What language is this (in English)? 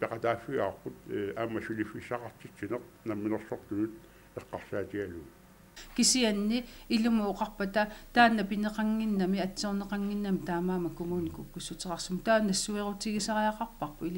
Kalaallisut